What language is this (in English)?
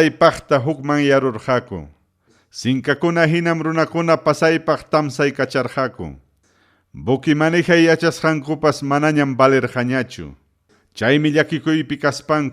Ayacucho Quechua